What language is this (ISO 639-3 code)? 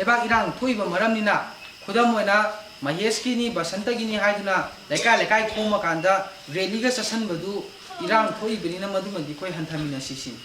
mni